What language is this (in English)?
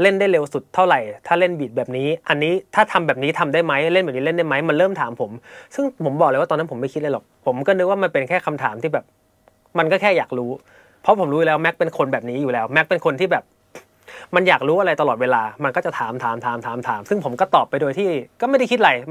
Thai